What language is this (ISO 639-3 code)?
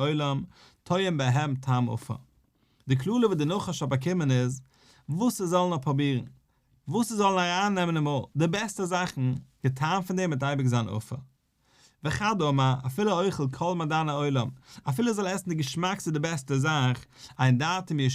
yid